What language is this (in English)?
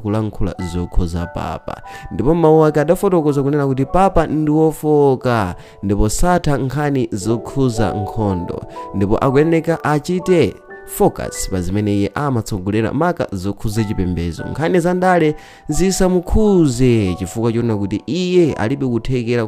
Nyanja